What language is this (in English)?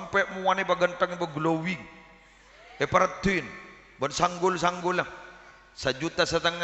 Madurese